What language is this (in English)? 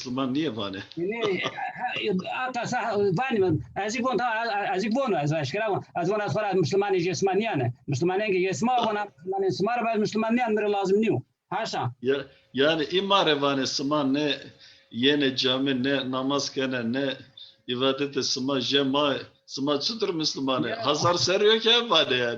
Zaza